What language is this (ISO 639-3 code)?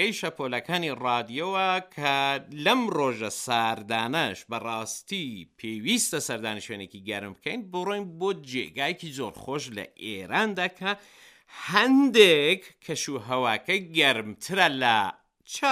ckb